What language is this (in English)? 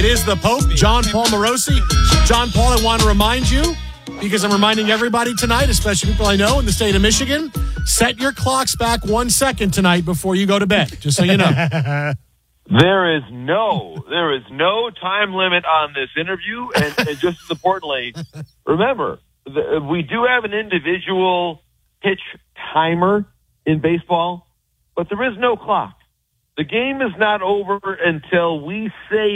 English